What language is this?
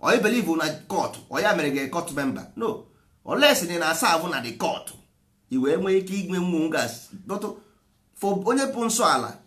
Igbo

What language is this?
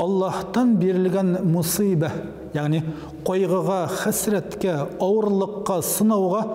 Tatar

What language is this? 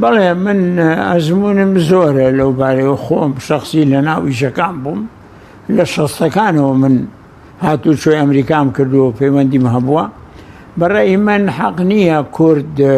Central Kurdish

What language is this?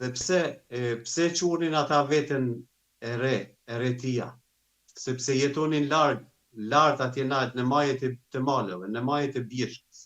Albanian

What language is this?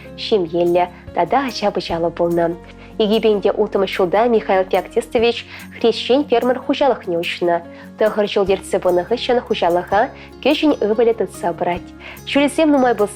Chuvash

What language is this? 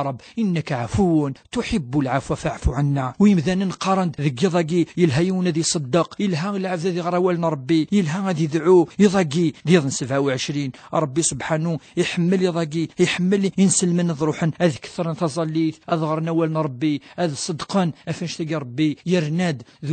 Kabyle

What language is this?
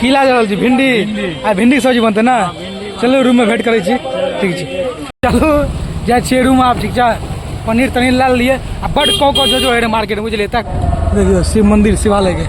Maithili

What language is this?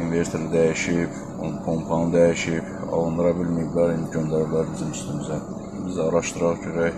Azerbaijani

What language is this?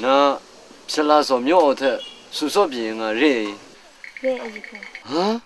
Kachin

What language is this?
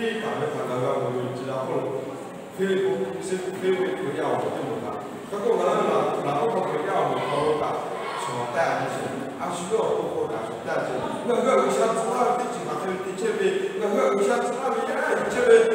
Lahu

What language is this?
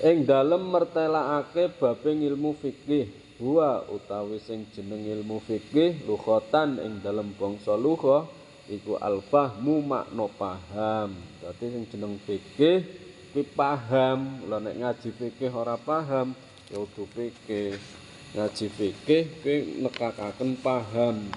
Javanese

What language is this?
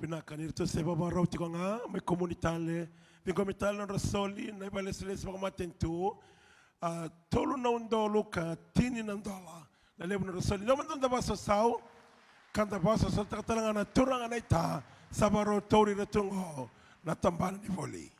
Fijian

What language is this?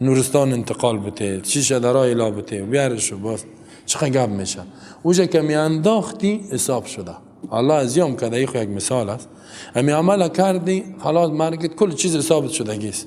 Persian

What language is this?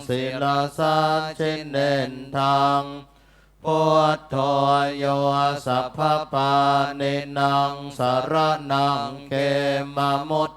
Pali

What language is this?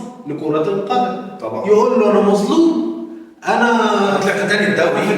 Egyptian Arabic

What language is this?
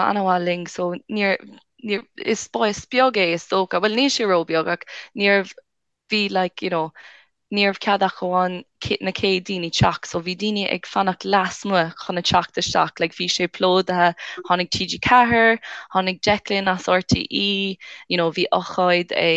Irish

